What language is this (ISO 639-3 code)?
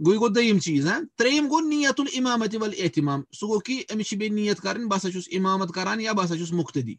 kas